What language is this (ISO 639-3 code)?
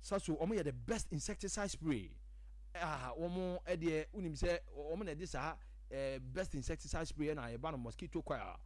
aka